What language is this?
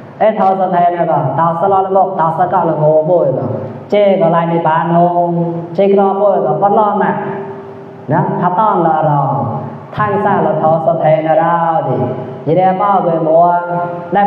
Mon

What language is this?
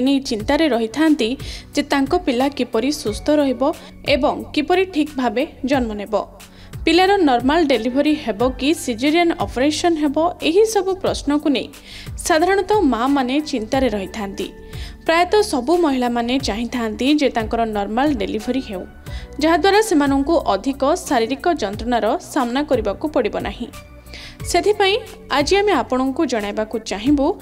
Odia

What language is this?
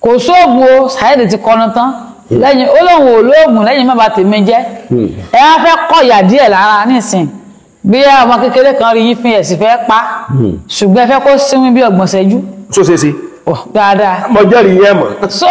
Yoruba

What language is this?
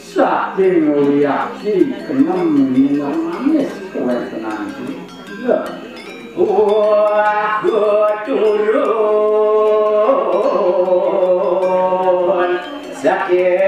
Balinese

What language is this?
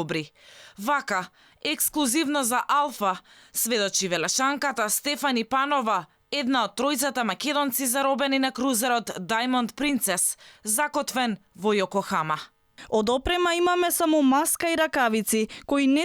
Macedonian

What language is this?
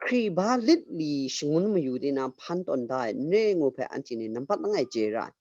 Kachin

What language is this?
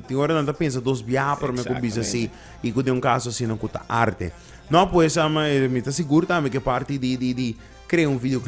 Papiamento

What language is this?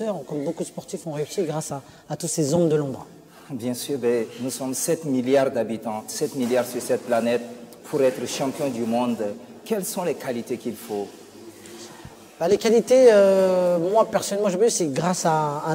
French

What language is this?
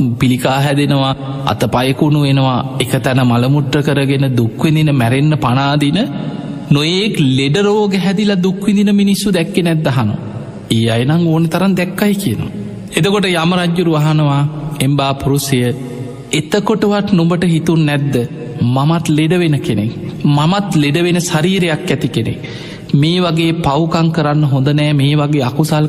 Sinhala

